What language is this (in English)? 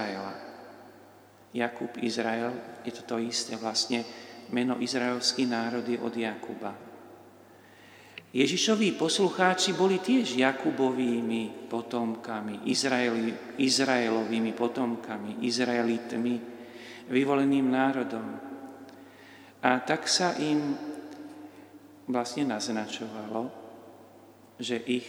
Slovak